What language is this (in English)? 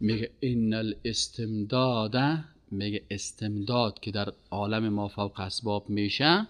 Persian